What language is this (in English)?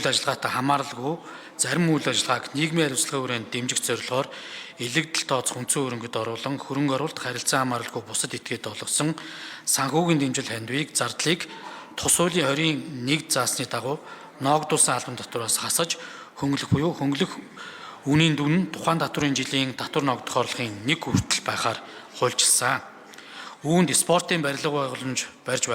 Mongolian